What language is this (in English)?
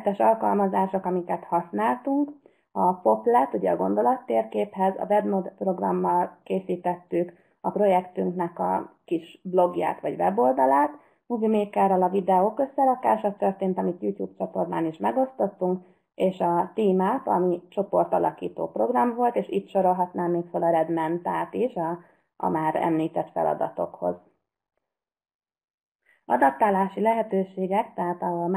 Hungarian